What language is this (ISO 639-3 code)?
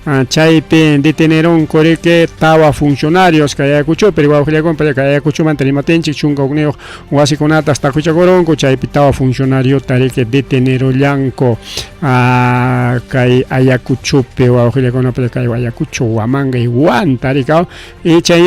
quy